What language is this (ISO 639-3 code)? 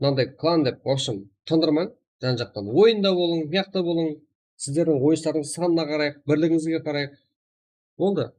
kaa